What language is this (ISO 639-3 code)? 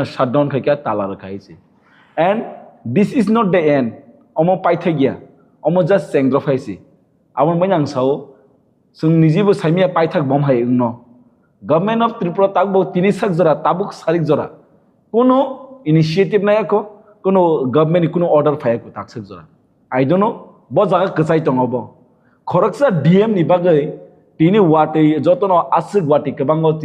trp